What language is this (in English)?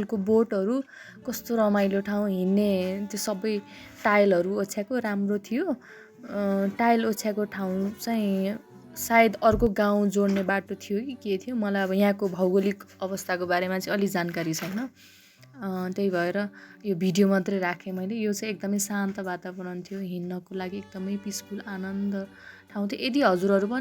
Nepali